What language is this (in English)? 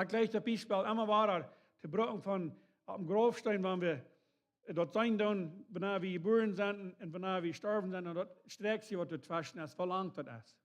Plautdietsch